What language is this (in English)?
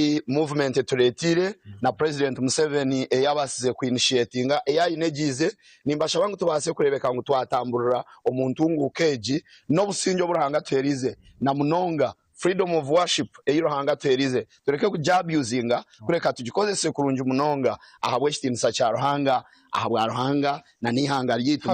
Nyankole